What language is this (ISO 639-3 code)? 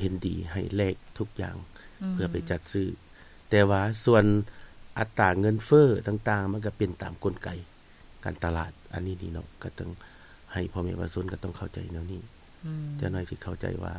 lao